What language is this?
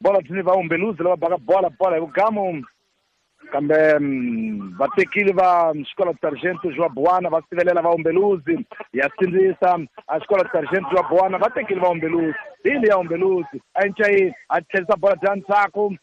Tsonga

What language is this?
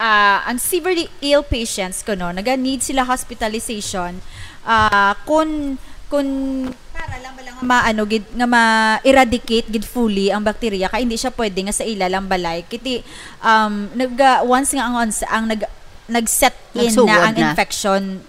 Hiligaynon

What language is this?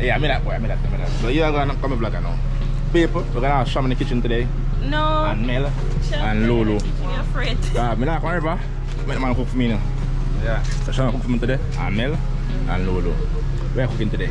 Jamaican Creole English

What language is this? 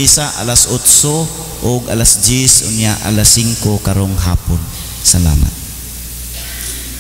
Cebuano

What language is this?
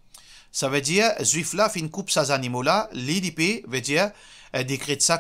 Morisyen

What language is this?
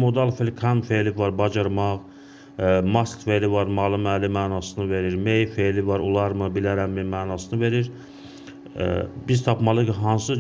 Azerbaijani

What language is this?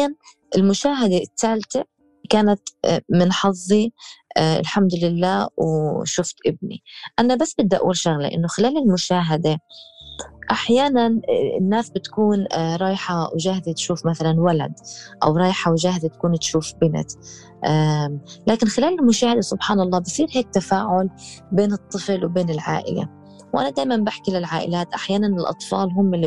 North Levantine Arabic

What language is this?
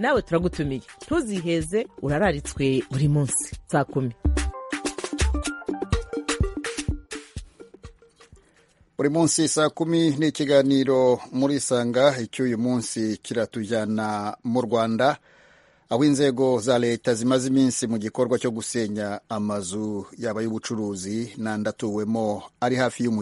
Kinyarwanda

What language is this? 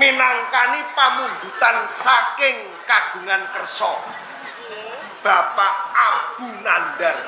Javanese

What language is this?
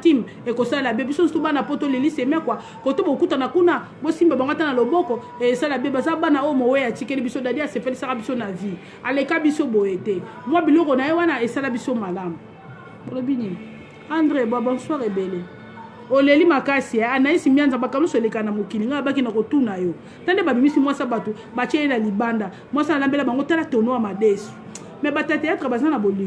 Lingala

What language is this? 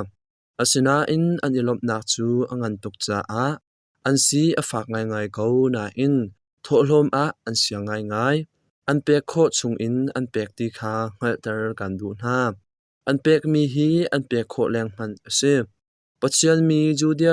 Hakha Chin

